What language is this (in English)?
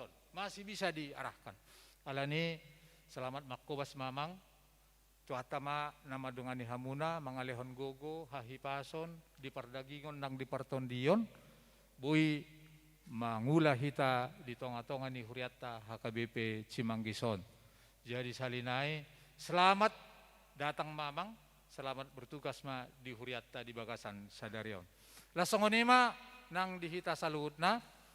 Batak Toba